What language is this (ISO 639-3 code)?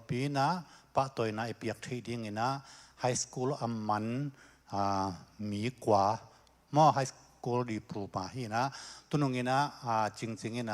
ctd